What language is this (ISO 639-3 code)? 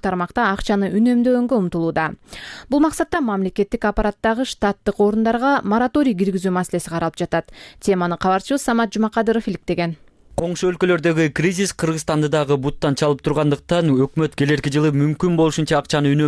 kir